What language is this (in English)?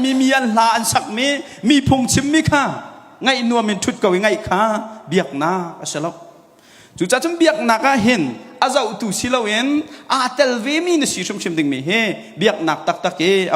Hakha Chin